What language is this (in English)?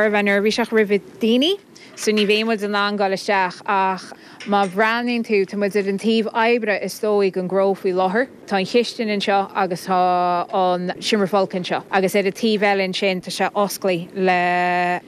Irish